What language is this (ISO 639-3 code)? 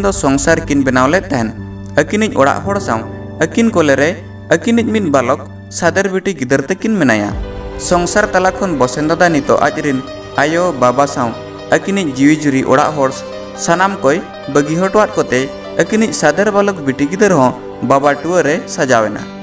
sat